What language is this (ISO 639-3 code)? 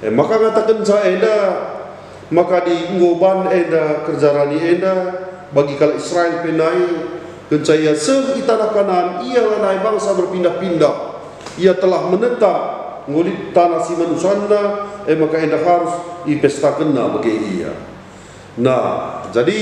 btx